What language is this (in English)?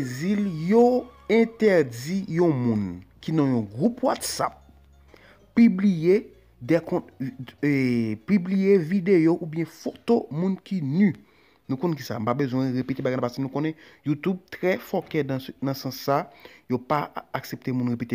Haitian Creole